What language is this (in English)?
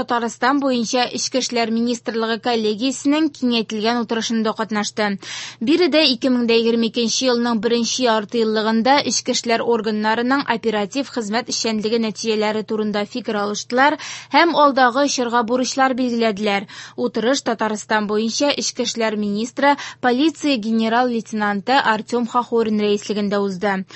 Tatar